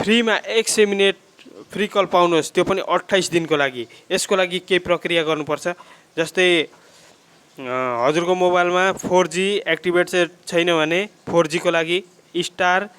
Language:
Nepali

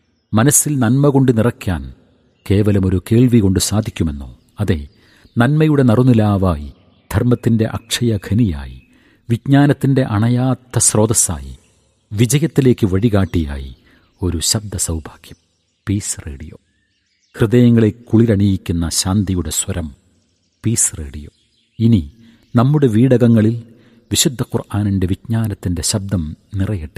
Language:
Malayalam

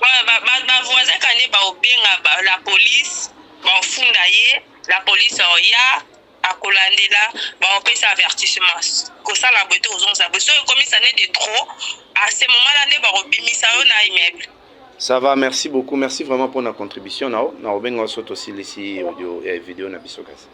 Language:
Lingala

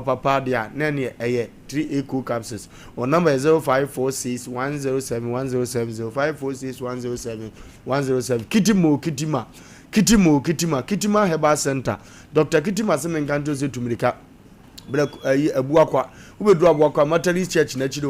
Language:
Akan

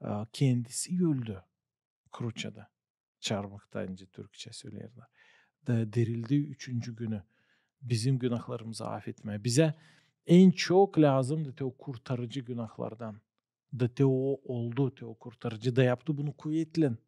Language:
Gagauz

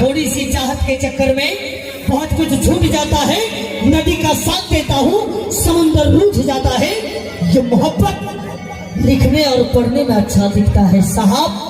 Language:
Maithili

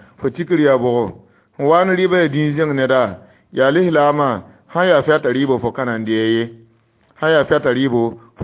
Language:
Mossi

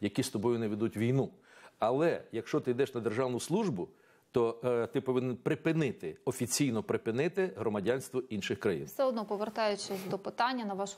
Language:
Ukrainian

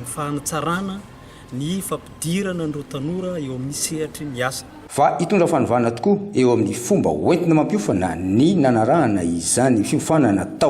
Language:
Malagasy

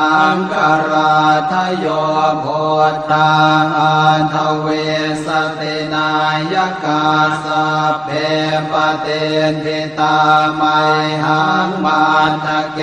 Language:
Pali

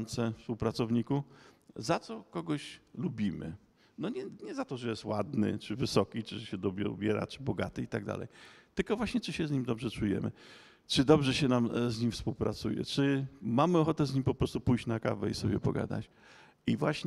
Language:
Polish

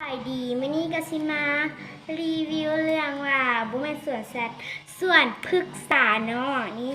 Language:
Lao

